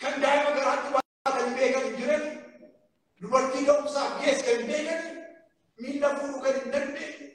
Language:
Oromo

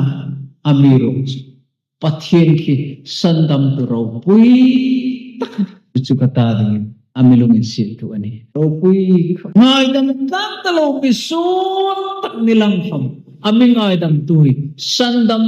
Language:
Hmar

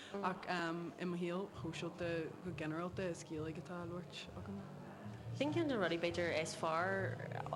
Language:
Irish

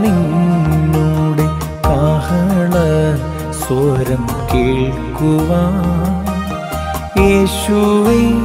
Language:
Malayalam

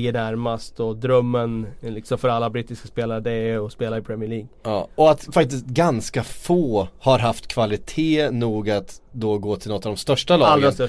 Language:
Swedish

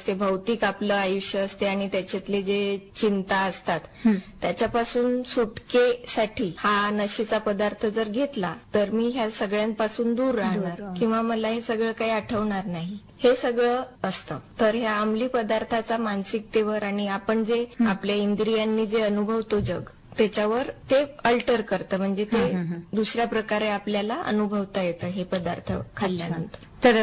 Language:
Marathi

